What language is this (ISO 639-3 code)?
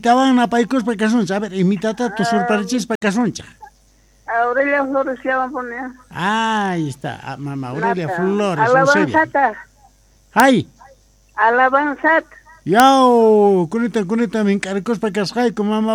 que